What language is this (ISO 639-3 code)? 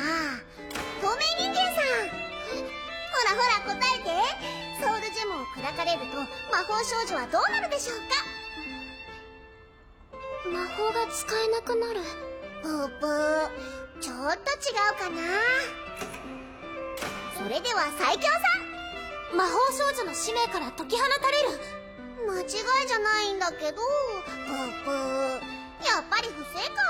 jpn